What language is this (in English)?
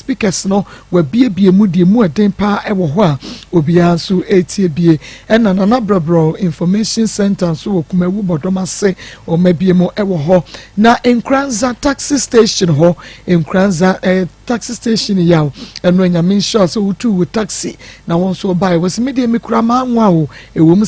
Akan